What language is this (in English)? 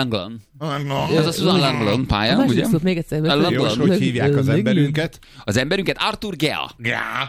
Hungarian